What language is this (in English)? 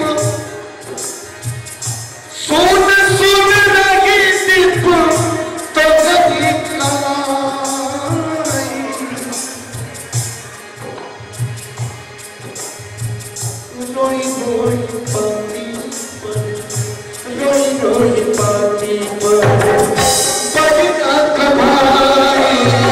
Bhojpuri